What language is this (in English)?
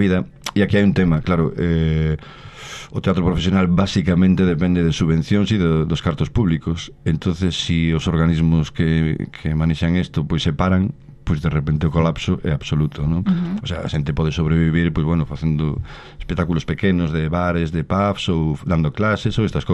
Galician